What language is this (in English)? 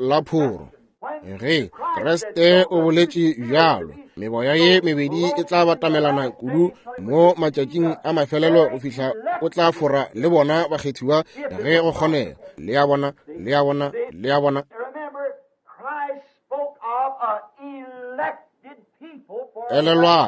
Northern Sotho